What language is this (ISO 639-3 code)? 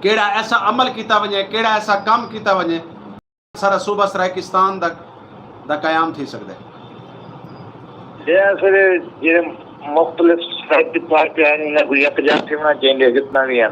skr